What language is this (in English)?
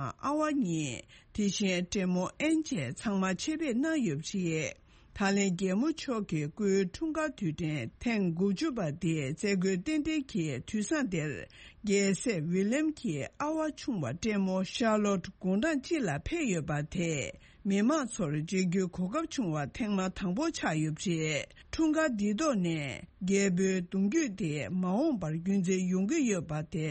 Tibetan